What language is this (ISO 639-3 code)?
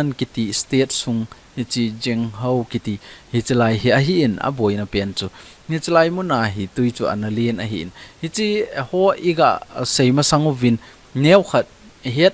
tcz